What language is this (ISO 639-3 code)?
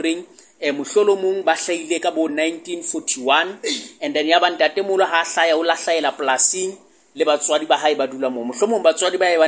sot